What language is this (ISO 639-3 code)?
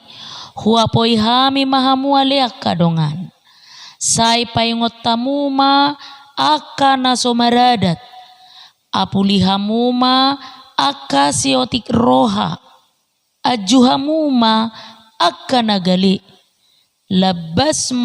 bbc